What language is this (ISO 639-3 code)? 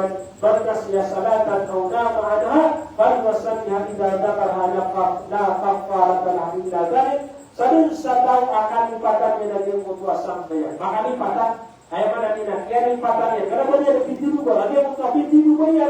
mrw